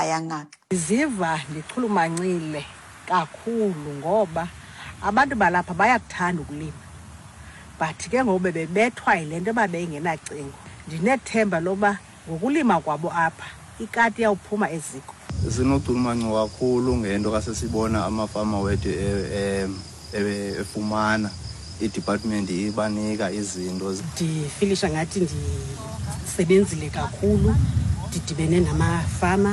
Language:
Xhosa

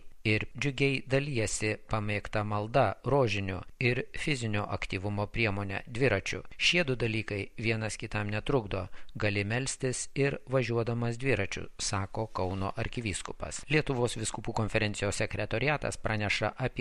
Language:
Lithuanian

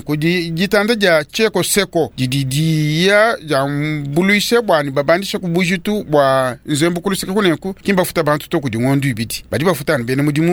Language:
Luba-Lulua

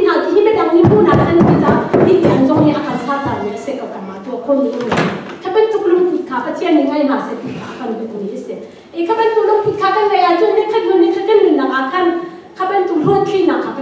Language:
Hakha Chin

